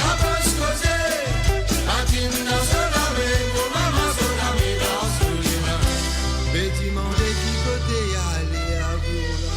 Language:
Morisyen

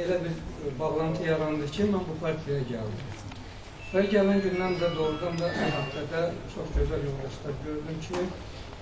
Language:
Azerbaijani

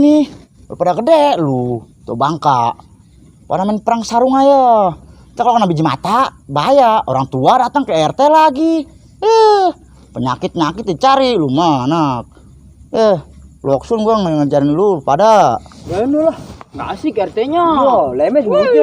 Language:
Betawi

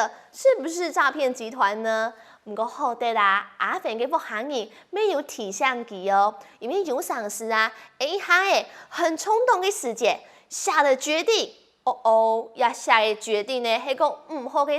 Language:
Hakka Chinese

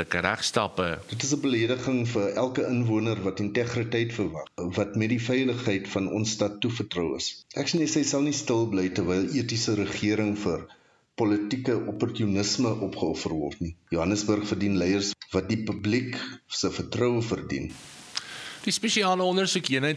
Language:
Afrikaans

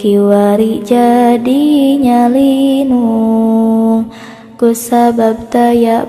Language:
Sundanese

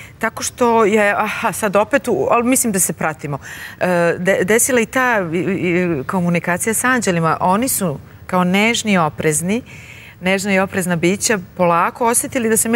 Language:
Serbian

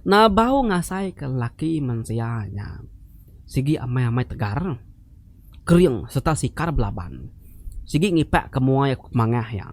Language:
Iban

